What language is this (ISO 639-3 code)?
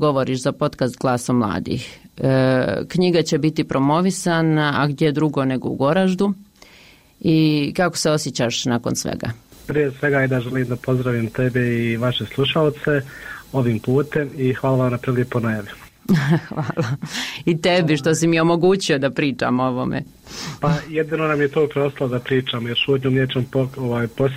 bos